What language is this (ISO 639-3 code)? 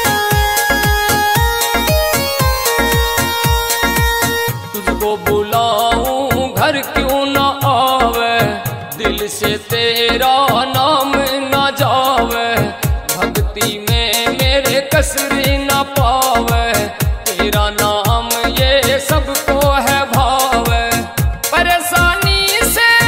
bgc